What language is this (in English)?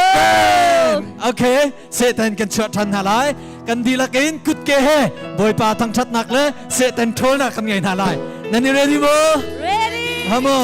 Hakha Chin